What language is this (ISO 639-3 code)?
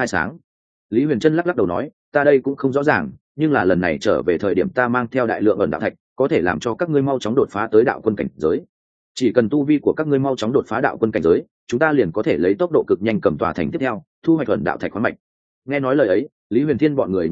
vie